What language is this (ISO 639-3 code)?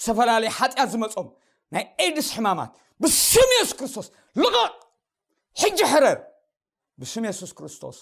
tir